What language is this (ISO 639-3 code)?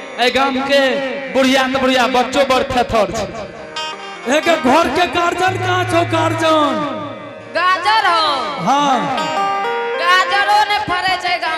anp